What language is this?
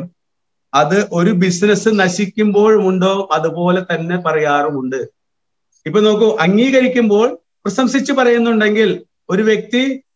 Malayalam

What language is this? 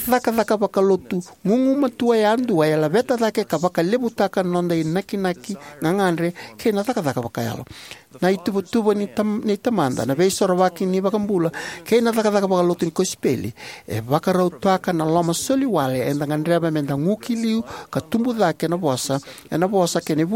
Fijian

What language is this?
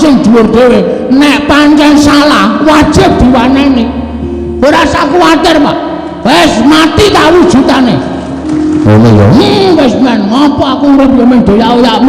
Javanese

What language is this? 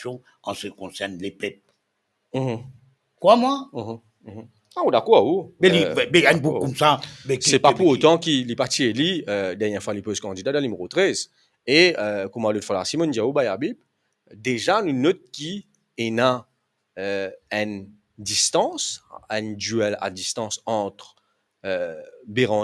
Morisyen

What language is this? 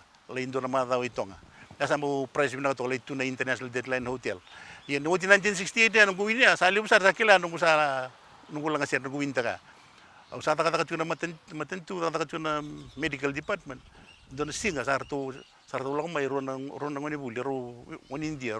Fijian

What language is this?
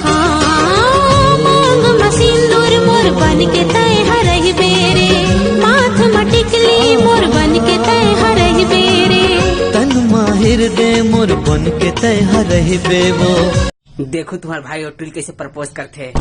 Chhattisgarhi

